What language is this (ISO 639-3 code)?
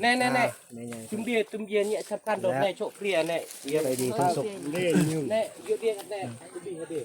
tts